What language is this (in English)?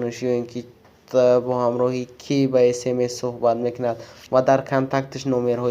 Tajik